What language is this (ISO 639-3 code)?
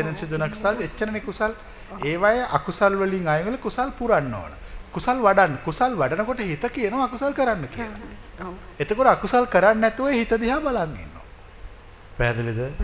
sin